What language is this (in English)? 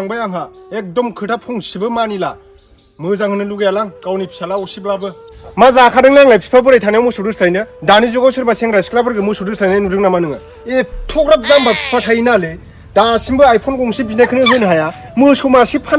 Bodo